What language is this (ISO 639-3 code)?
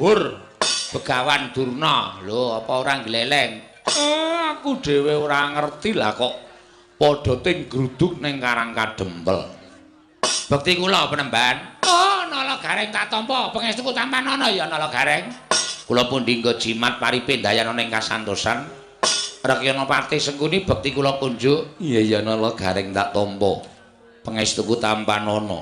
jav